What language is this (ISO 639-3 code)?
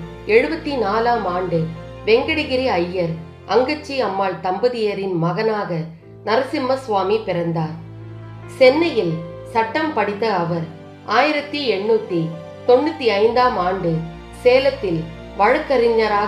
tam